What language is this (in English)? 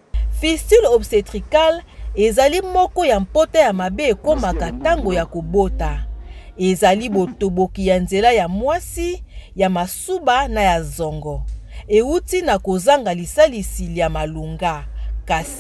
Lingala